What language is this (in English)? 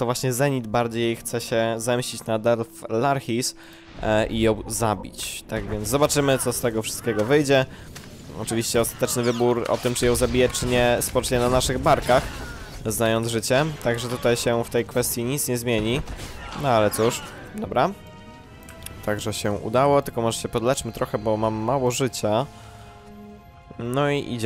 Polish